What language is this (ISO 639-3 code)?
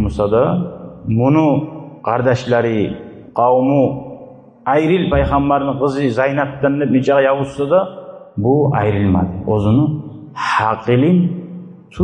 kum